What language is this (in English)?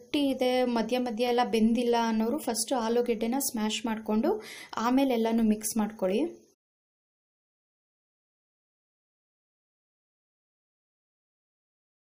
Kannada